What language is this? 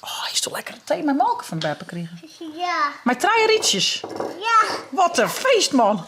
Western Frisian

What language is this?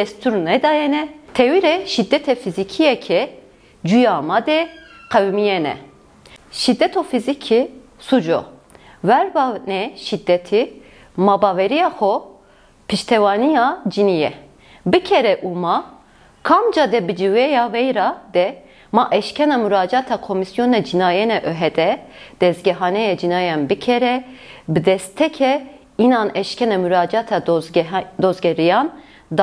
Zaza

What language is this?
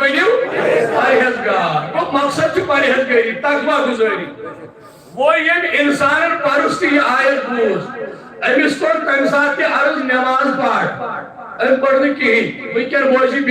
Kashmiri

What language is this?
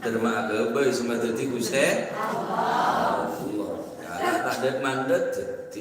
Madurese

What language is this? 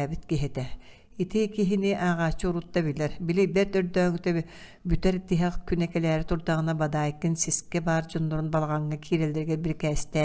Yakut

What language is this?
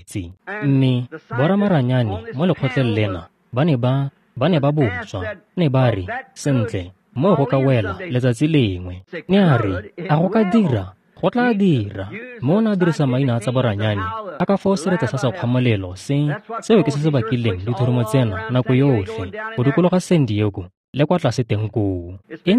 Tswana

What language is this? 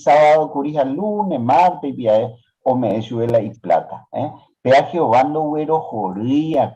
Guarani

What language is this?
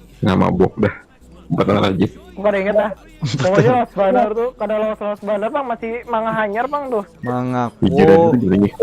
Banjar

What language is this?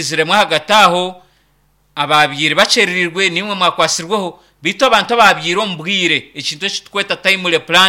Nyankole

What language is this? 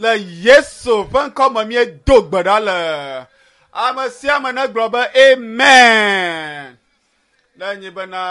Ewe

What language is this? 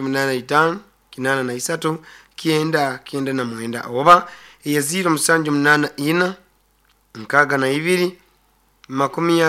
Nyoro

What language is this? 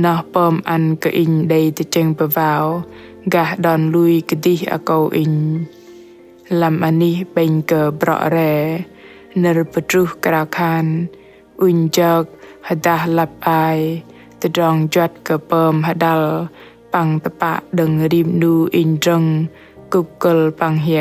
Bahnar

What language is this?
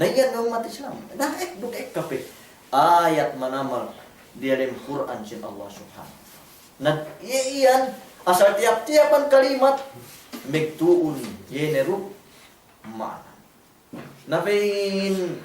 Yakan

